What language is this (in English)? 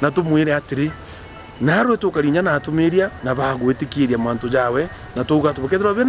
Meru